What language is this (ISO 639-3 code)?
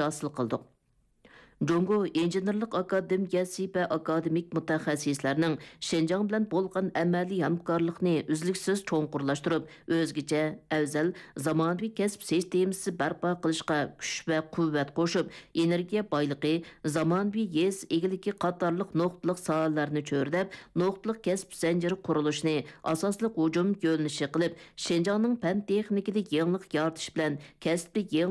uig